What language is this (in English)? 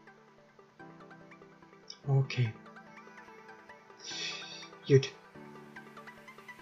German